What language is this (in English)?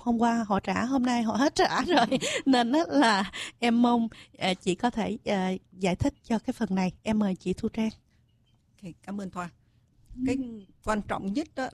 Vietnamese